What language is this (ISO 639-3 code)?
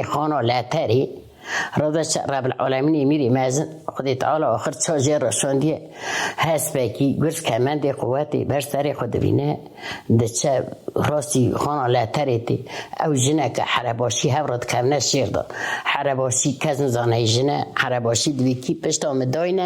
kur